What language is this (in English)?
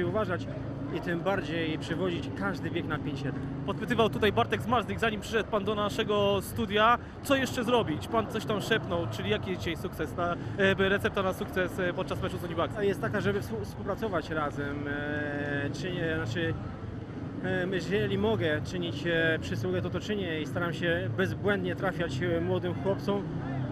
Polish